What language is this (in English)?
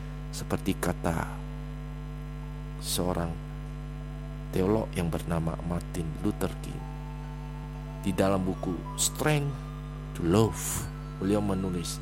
Indonesian